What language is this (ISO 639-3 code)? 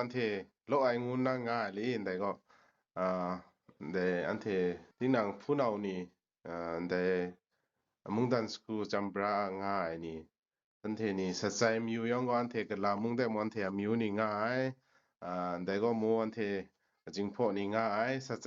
kac